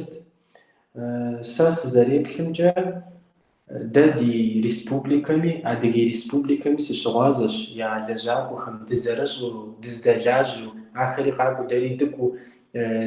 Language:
Kabardian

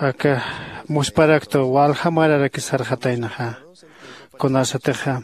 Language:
Aymara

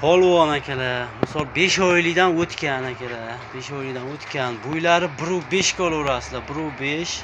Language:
Uzbek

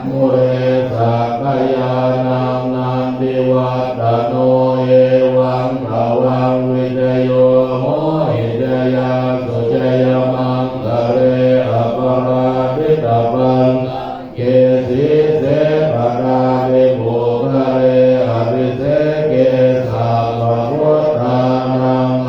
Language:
Pali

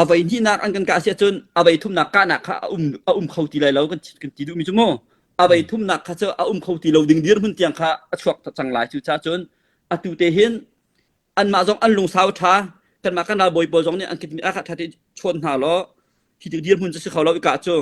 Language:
Hakha Chin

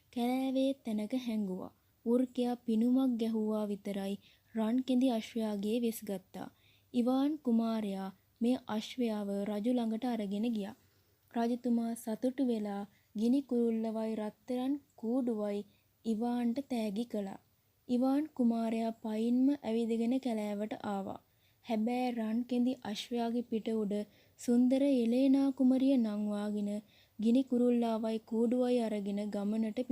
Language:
Sinhala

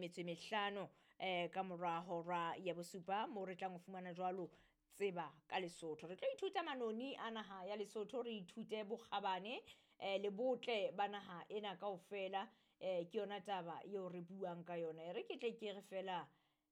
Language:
Southern Sotho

